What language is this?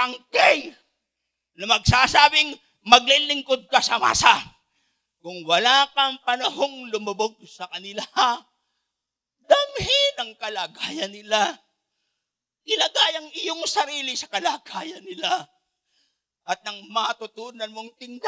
Filipino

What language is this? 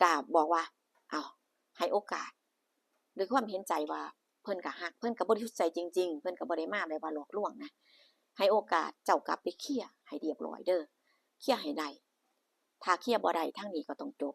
Northeastern Thai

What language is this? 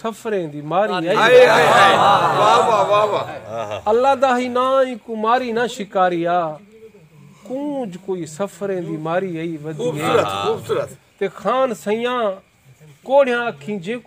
Saraiki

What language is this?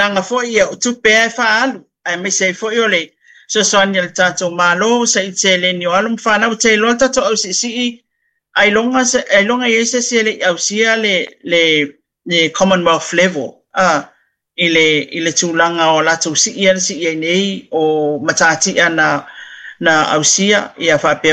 Samoan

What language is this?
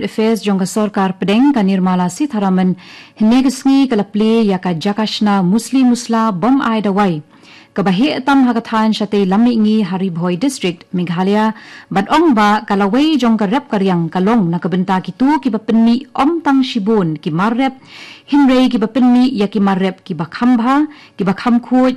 Khasi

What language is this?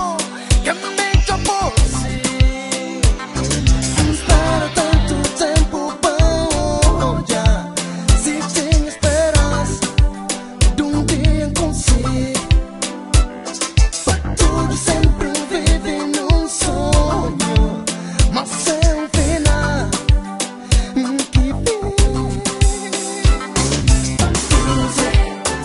Portuguese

